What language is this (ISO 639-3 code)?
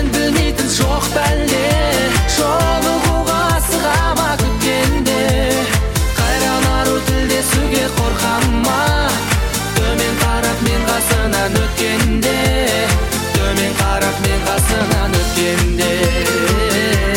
kaz